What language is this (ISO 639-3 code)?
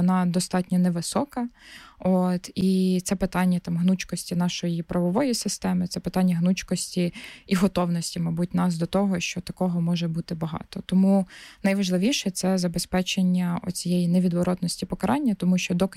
ukr